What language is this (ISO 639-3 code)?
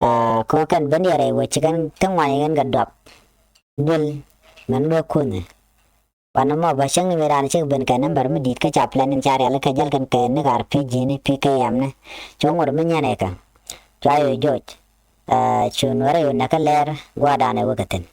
nus